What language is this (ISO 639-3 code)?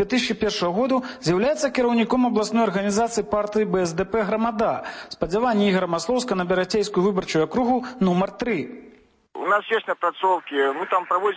bel